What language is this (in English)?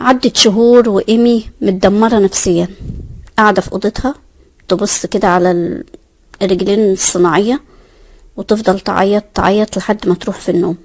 Egyptian Arabic